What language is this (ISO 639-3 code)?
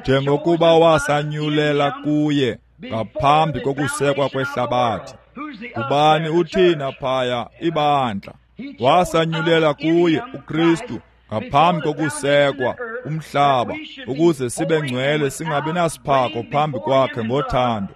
xho